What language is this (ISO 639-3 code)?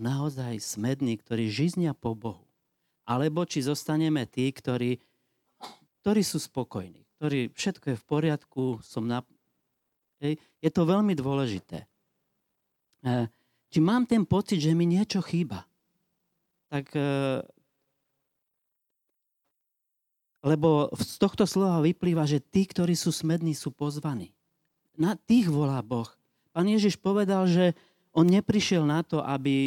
slk